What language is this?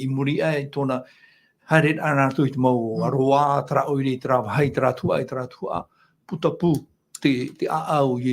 Tahitian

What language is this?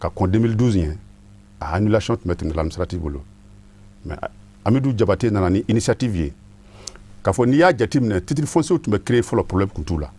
Bambara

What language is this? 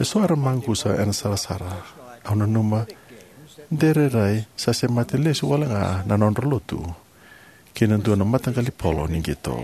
Fijian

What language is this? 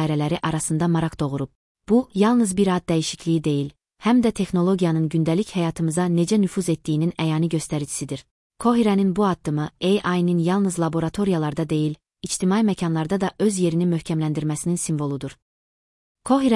Azerbaijani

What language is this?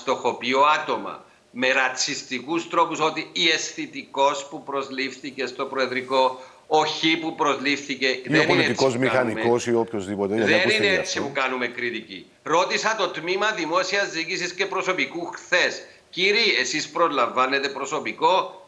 Greek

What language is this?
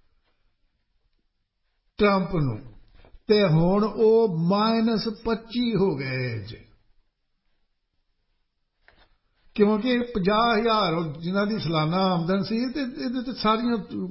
Punjabi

